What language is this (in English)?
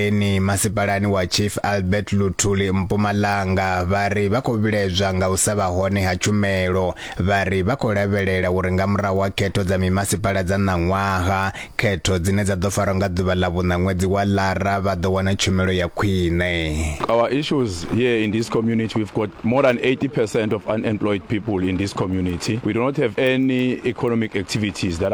Venda